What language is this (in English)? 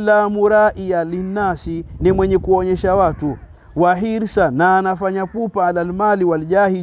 Swahili